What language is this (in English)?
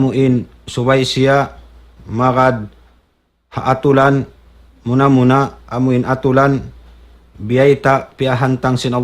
Tausug